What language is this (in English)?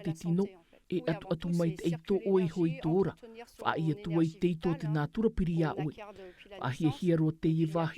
Tahitian